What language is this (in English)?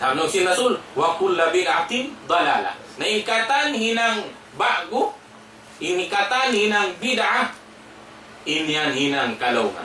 Tausug